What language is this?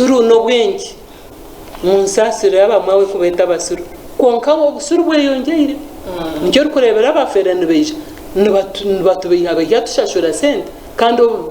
Nyankole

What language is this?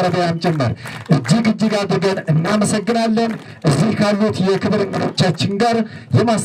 Amharic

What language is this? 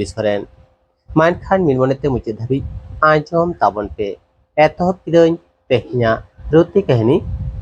Santali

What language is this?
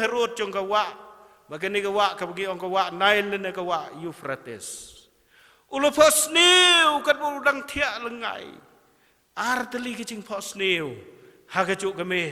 Khasi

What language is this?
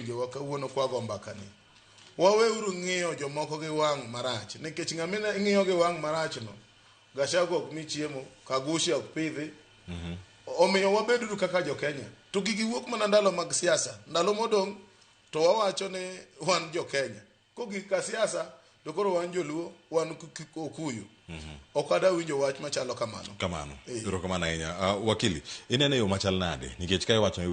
Luo (Kenya and Tanzania)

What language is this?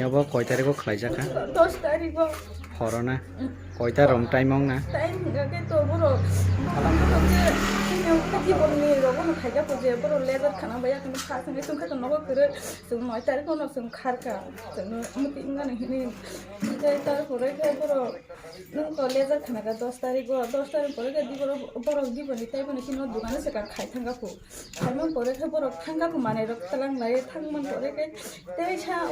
Kok Borok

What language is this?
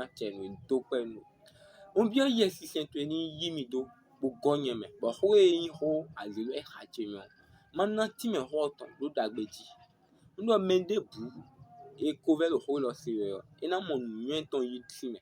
Fon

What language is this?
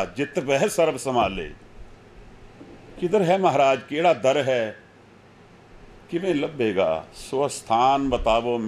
Punjabi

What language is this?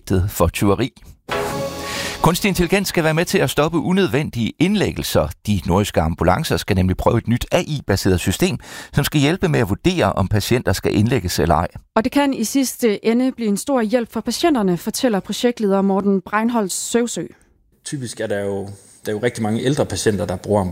Danish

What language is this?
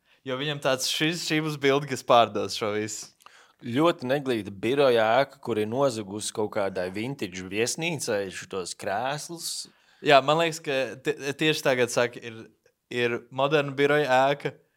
Latvian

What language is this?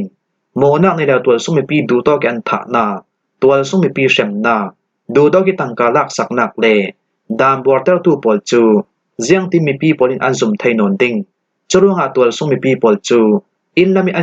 Falam Chin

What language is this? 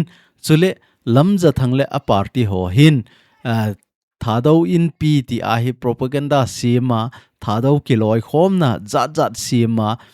Thado Chin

